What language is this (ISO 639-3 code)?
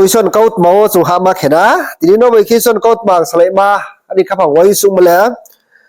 ria